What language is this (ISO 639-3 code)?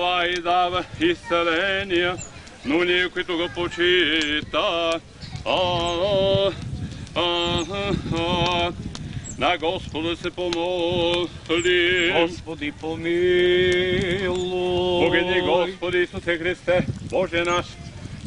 bul